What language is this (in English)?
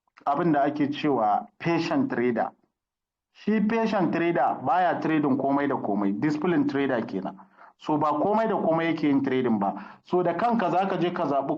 Hausa